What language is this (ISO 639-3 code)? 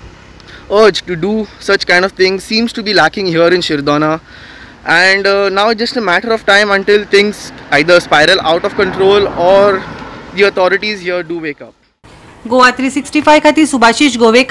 kok